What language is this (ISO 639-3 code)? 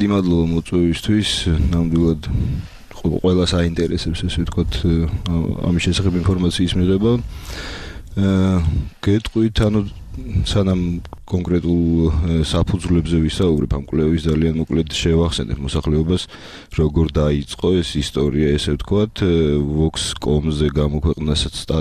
kat